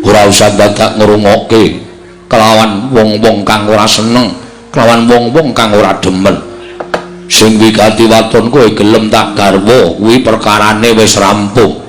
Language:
Javanese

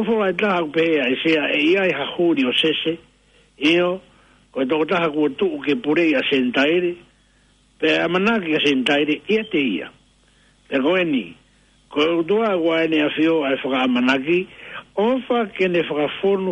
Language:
Tongan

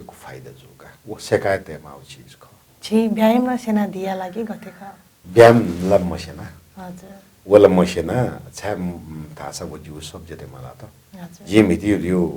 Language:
Newari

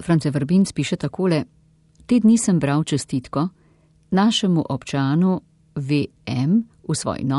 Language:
Slovenian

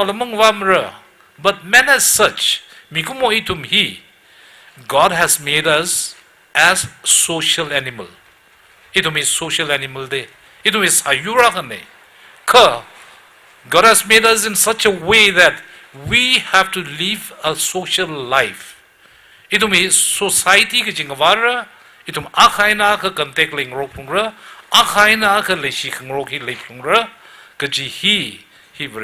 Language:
Tangkhul Naga (India)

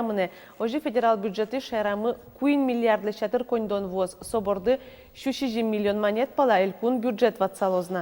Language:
Udmurt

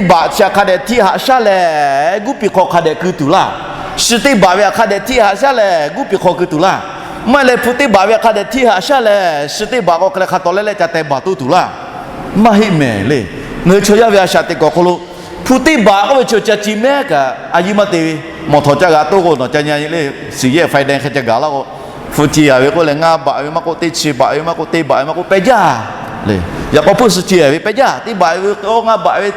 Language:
Lahu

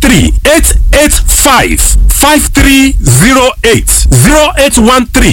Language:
Yoruba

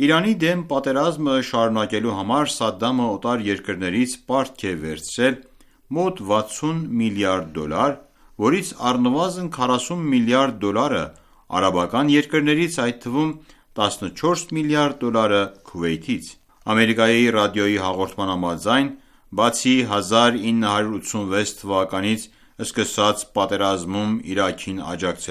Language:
Armenian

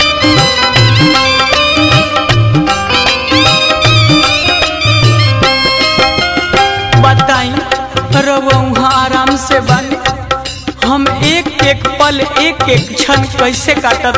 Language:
Bhojpuri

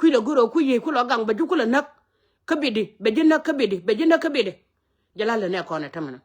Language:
Nuer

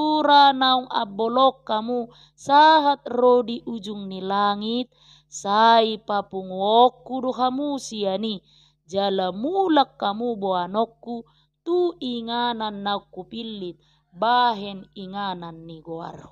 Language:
Batak Toba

